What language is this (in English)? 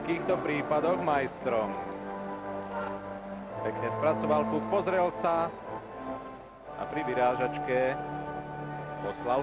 Slovak